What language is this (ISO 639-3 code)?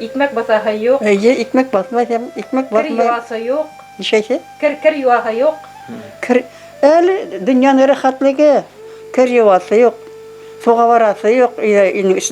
bak